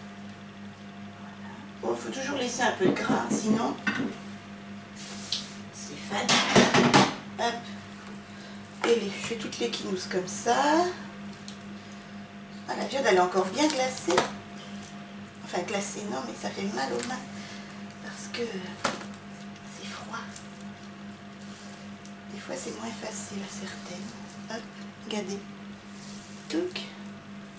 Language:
French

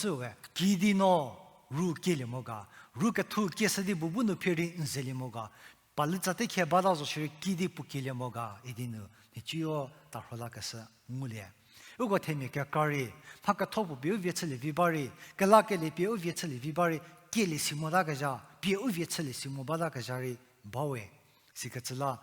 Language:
Angami Naga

